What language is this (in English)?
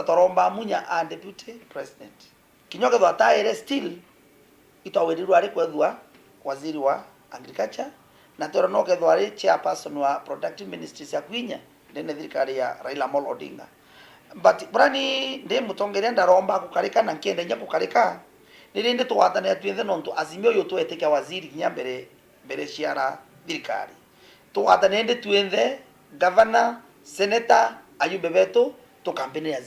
Meru